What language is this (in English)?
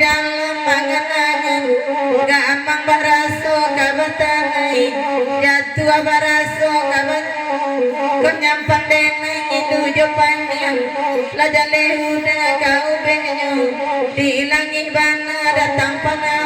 Minangkabau